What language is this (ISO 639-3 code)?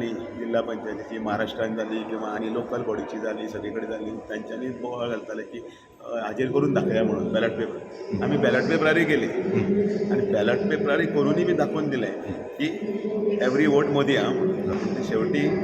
kok